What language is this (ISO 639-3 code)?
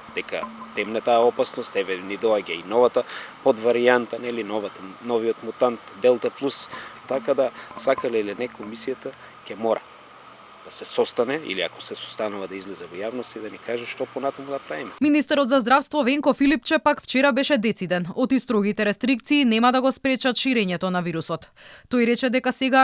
mkd